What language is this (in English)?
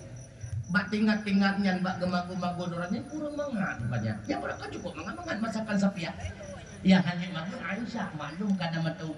Achinese